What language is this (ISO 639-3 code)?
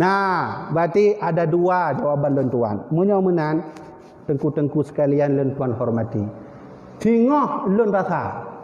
ace